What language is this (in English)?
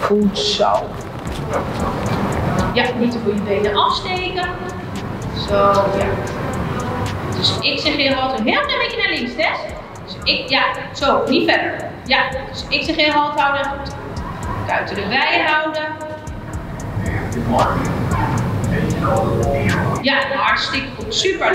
Dutch